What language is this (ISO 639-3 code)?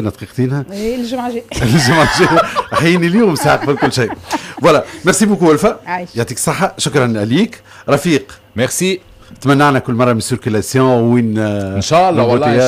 aeb